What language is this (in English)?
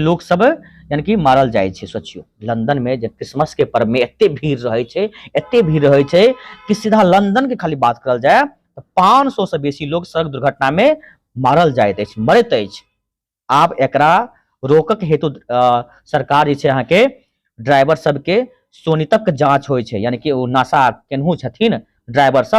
Maithili